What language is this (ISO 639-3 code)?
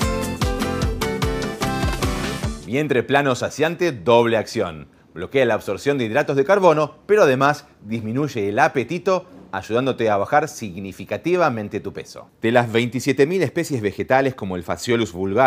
spa